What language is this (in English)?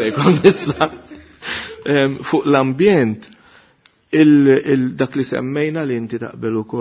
Maltese